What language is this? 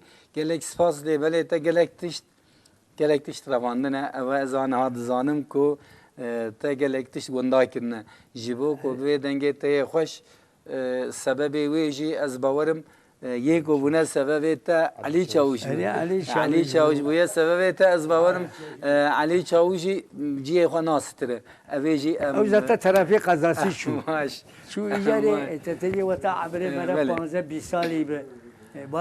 Kurdish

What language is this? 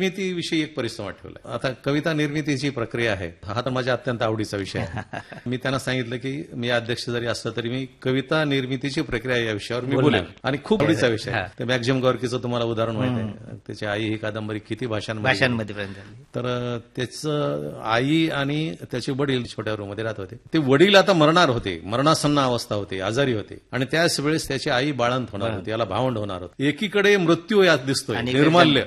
Marathi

